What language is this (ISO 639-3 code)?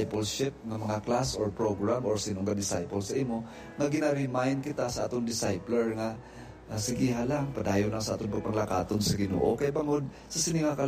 hil